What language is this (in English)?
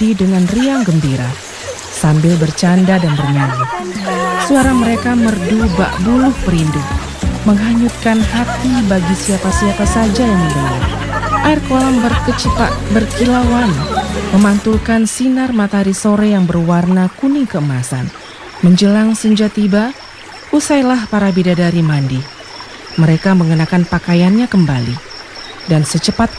Indonesian